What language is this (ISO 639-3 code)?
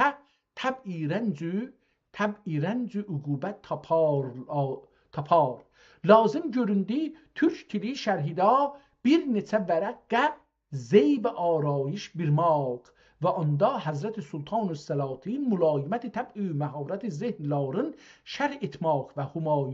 azb